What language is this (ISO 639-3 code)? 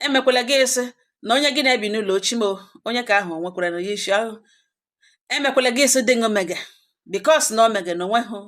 ibo